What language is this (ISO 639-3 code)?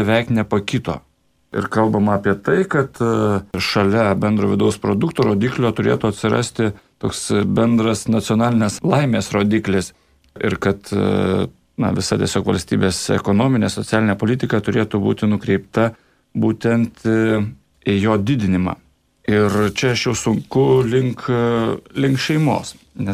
lit